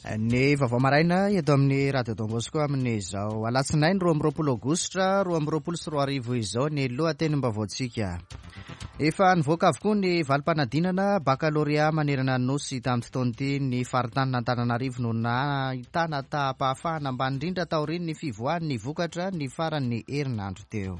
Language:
Malagasy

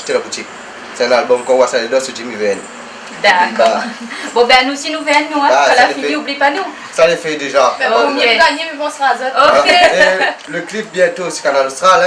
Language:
Réunion Creole French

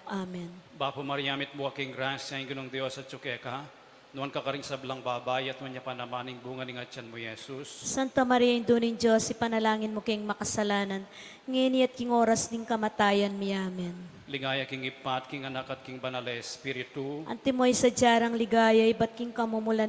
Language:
Pampanga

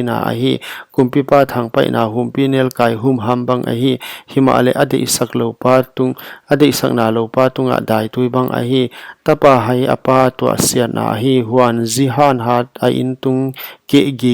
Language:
Paite Chin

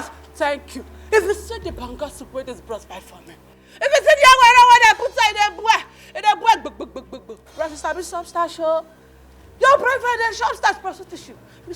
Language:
Nigerian Pidgin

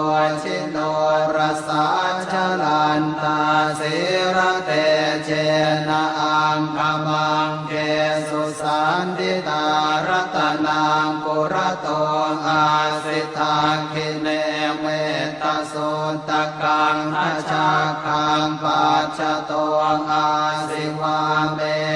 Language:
Pali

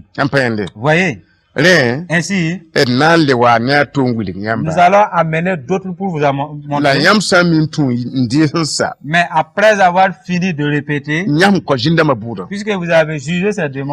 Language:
Mossi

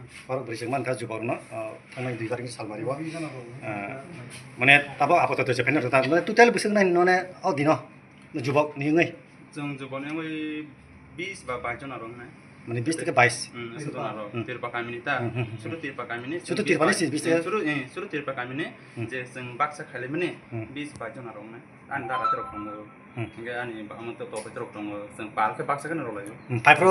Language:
Kok Borok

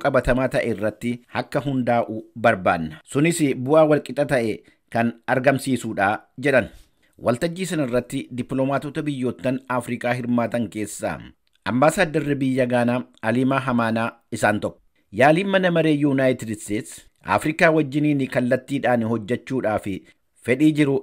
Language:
Oromo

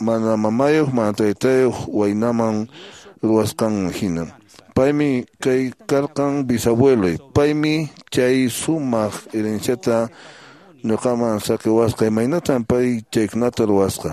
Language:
Quechua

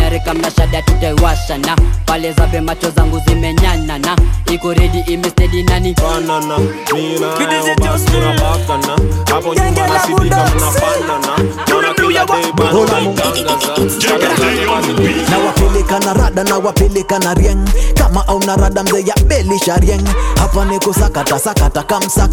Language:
Swahili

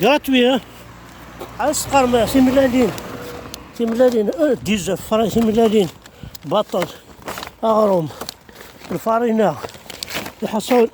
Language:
Kabyle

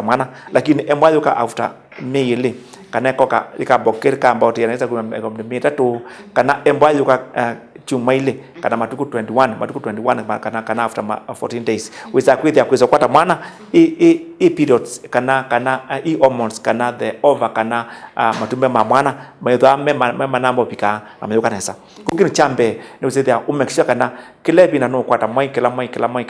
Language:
Kamba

